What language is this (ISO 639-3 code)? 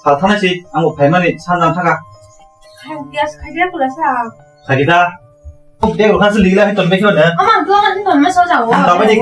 trp